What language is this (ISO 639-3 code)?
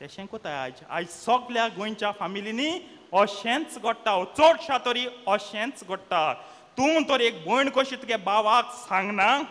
kok